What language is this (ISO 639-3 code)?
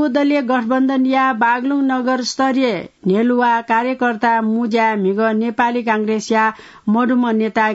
new